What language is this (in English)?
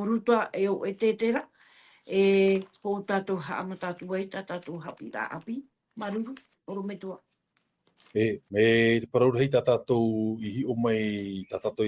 Tahitian